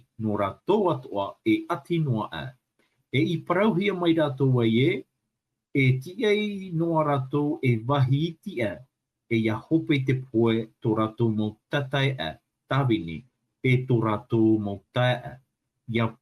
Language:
Tahitian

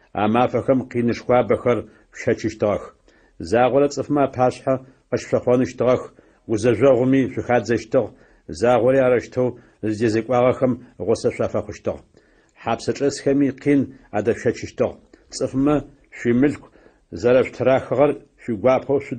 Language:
Adyghe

